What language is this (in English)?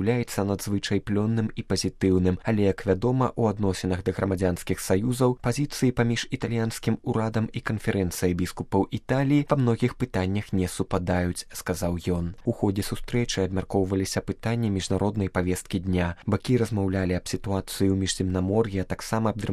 Belarusian